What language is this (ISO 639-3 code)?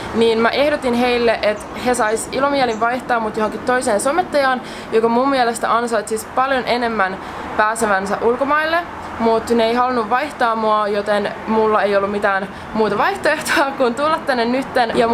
fin